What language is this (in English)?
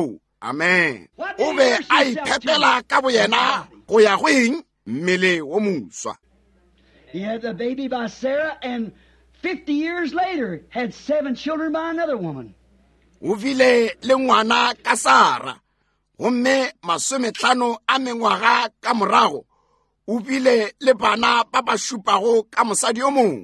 Northern Sotho